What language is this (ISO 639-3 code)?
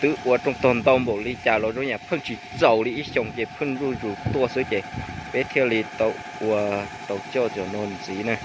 hmn